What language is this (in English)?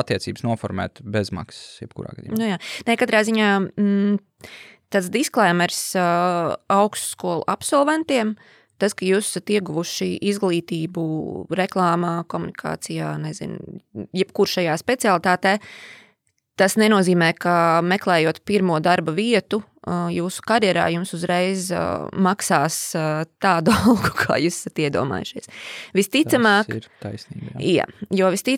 Latvian